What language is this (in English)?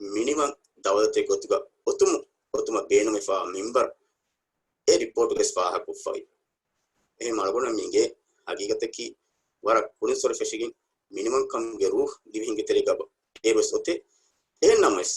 Divehi